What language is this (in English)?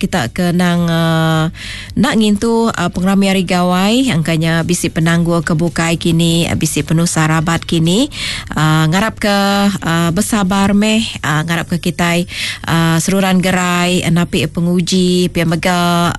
Iban